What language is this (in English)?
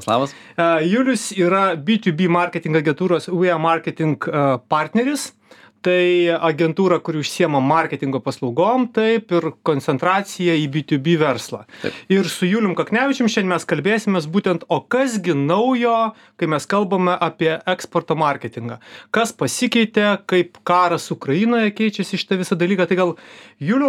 Lithuanian